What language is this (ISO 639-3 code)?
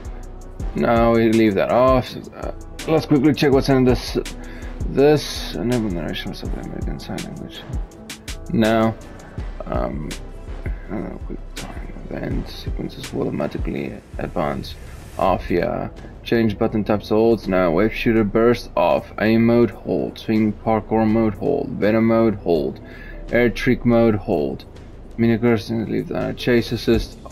eng